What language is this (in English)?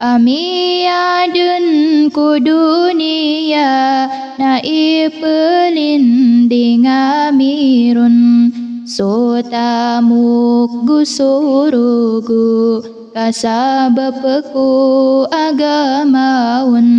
Maranao